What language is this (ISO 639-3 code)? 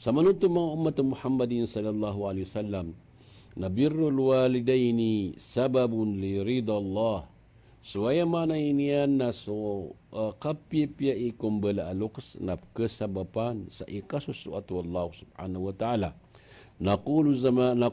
mrw